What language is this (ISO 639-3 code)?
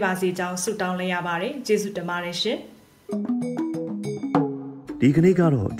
mya